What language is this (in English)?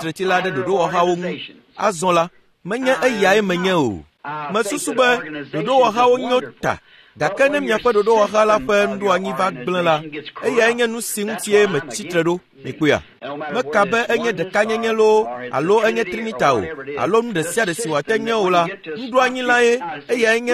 Ewe